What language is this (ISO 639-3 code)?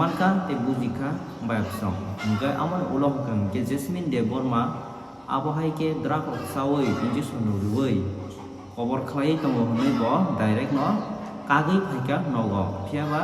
trp